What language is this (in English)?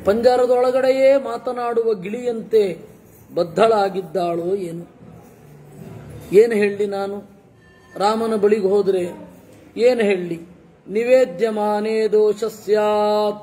Kannada